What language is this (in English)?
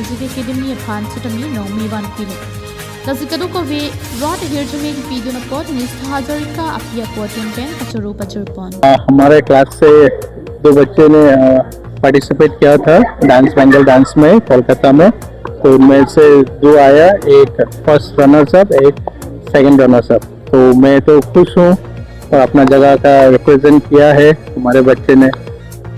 Karbi